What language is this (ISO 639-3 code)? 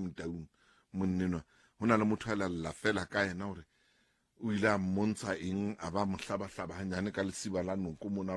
sot